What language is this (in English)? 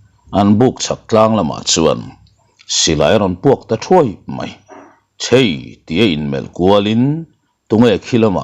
Mizo